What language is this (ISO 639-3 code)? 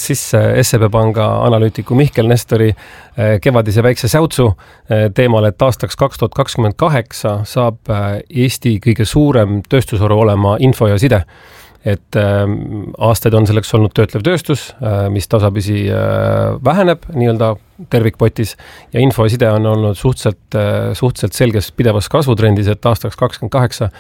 est